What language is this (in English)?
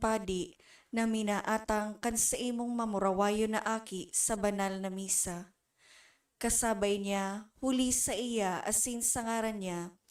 Bikol